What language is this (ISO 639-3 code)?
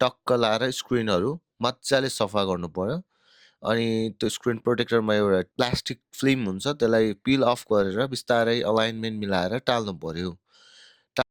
nep